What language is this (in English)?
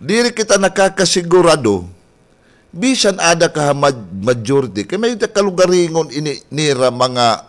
Waray